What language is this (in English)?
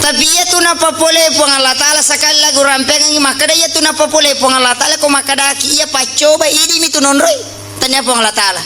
Buginese